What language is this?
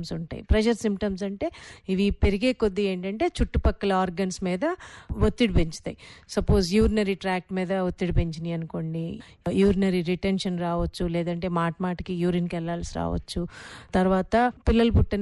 Telugu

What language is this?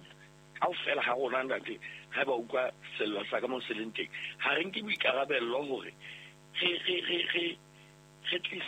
Southern Sotho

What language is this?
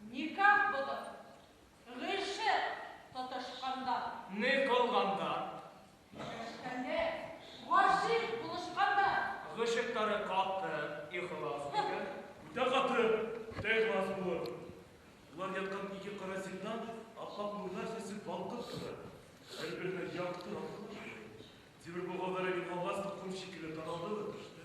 Bashkir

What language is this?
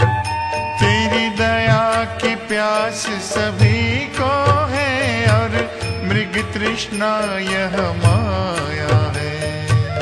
Hindi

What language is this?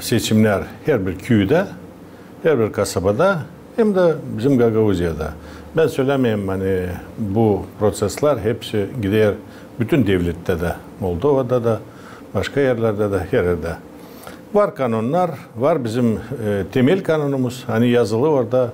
Gagauz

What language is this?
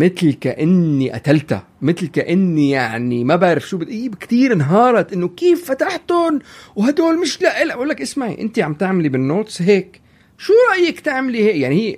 North Levantine Arabic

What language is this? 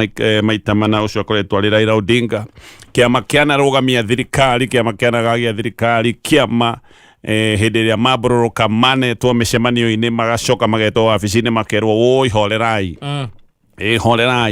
Kikuyu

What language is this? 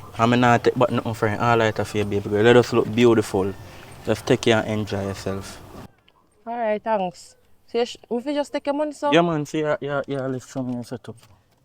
Jamaican Creole English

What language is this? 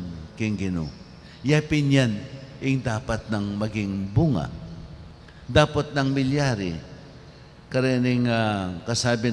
Pampanga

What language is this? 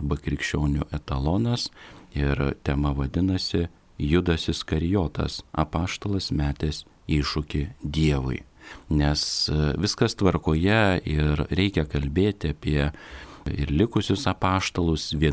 Lithuanian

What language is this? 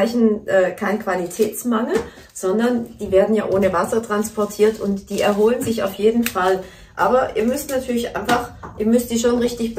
German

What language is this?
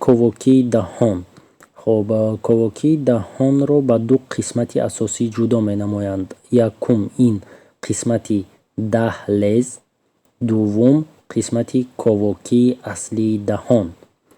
Tajik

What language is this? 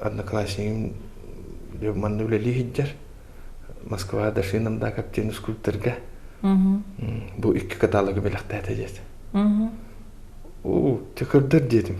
Yakut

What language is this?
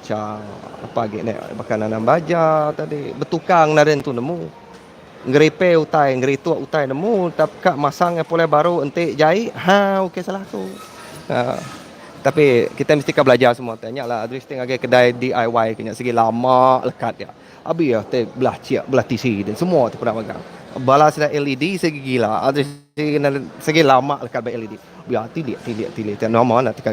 Iban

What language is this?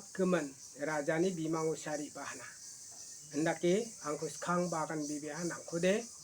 Garo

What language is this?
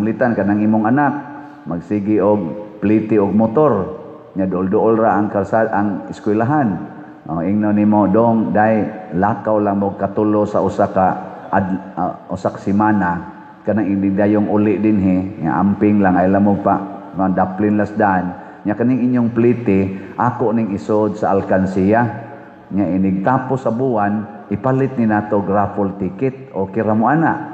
Cebuano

